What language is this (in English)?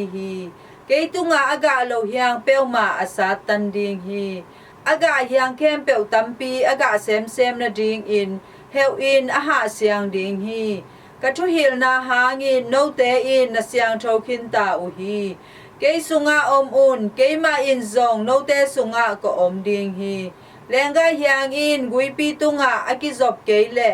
Tedim Chin